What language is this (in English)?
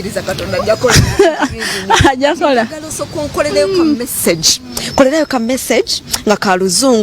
Ganda